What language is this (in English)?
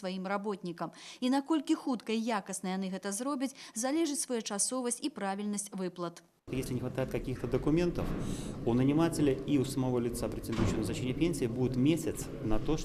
Belarusian